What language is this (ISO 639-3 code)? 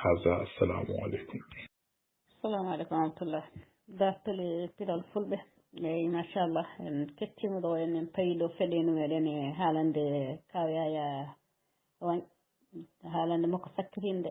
ful